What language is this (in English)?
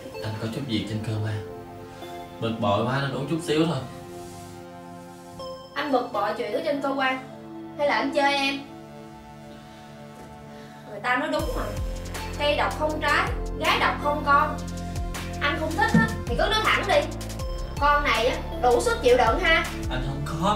Vietnamese